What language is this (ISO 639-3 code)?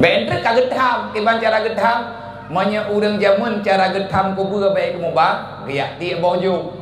ace